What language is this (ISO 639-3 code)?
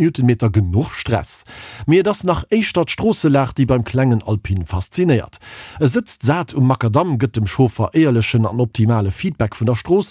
ltz